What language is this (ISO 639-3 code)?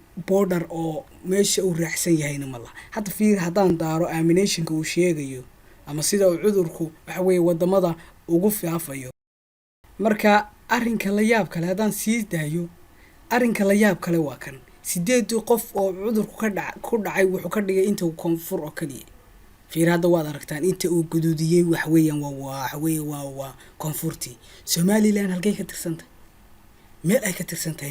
som